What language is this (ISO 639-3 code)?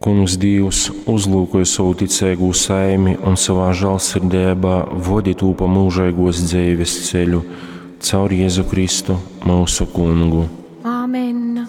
ltg